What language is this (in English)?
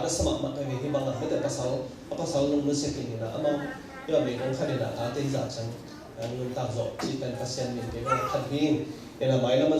Tedim Chin